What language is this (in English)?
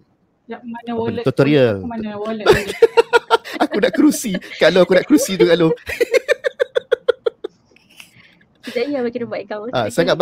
Malay